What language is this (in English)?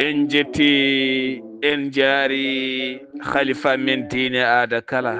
Fula